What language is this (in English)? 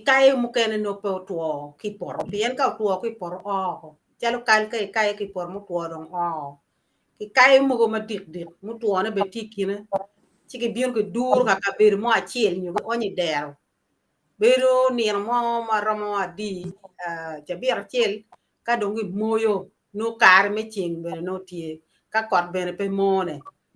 Acoli